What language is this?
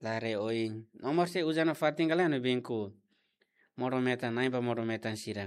Tetum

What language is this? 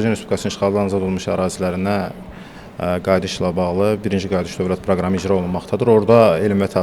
Azerbaijani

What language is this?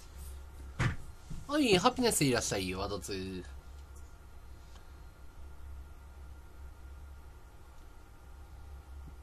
Japanese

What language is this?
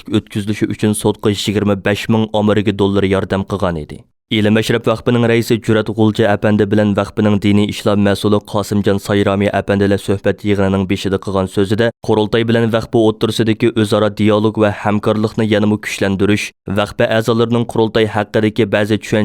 Uyghur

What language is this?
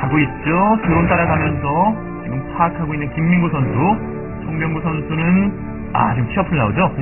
Korean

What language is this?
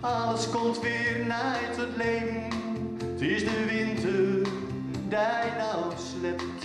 Gronings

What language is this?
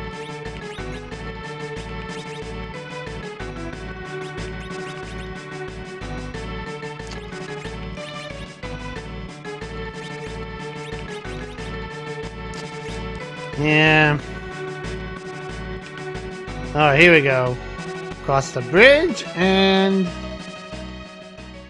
English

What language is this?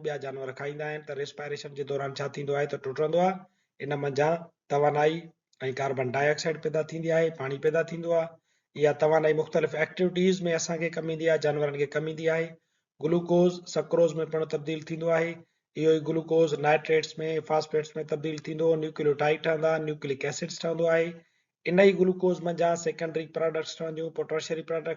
Sindhi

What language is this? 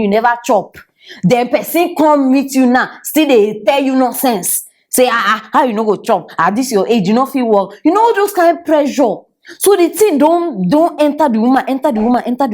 Nigerian Pidgin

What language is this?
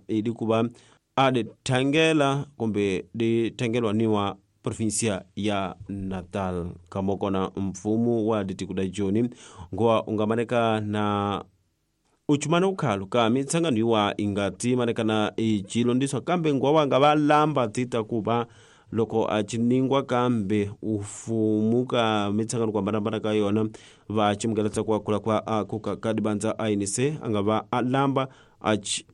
Tsonga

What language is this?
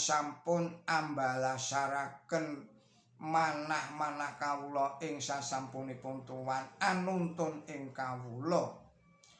Javanese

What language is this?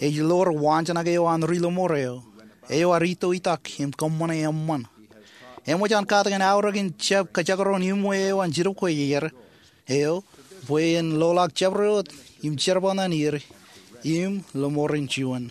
Marshallese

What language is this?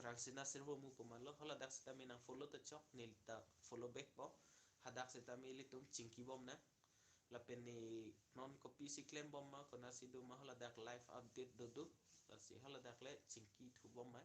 Karbi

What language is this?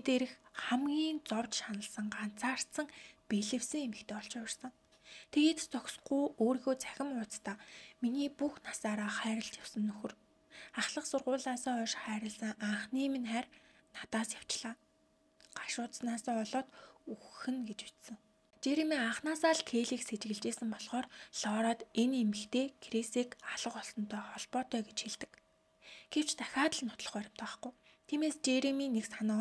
Mongolian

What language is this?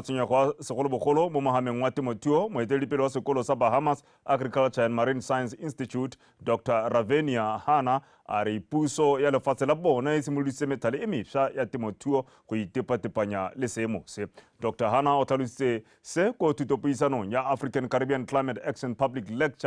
Tswana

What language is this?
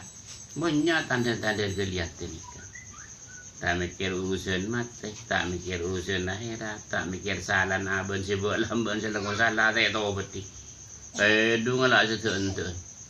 Madurese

